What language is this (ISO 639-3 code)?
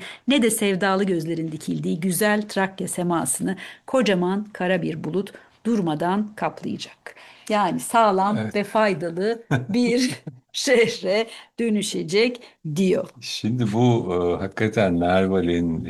tur